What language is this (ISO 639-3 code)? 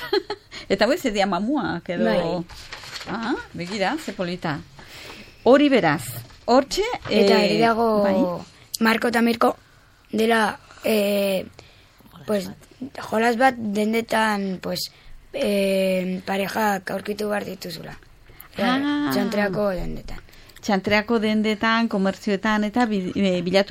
eus